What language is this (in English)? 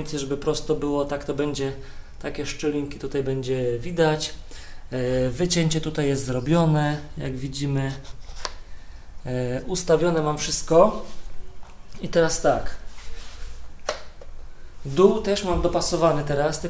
Polish